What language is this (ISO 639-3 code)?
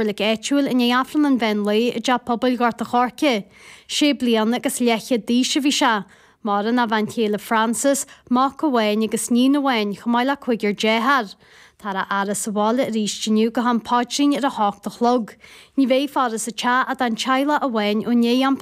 gle